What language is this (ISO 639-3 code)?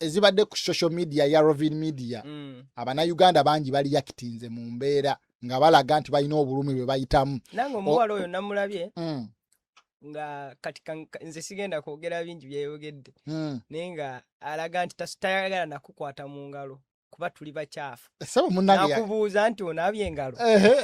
lug